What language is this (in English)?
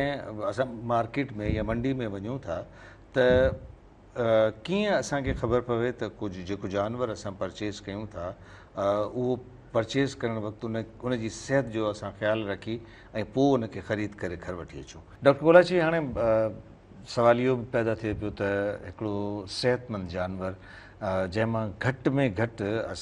Sindhi